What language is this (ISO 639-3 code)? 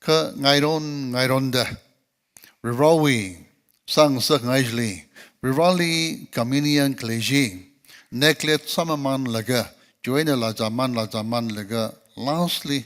nmf